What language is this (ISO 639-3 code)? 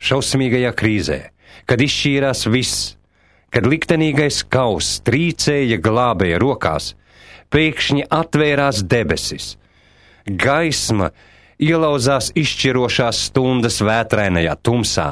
lav